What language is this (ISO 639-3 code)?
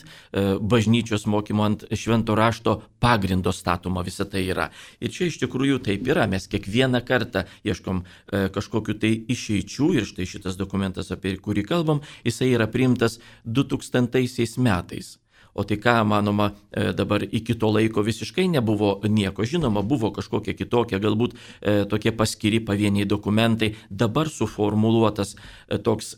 lit